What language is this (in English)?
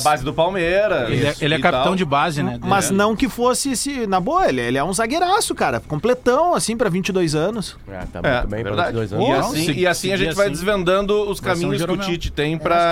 Portuguese